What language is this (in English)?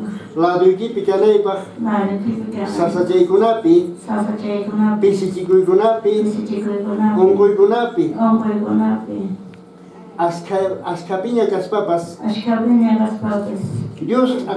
Quechua